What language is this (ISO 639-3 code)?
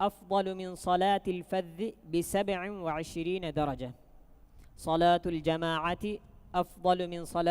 div